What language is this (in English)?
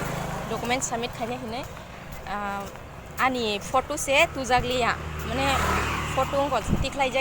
Kok Borok